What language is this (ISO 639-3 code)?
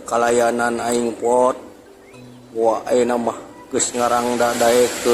sun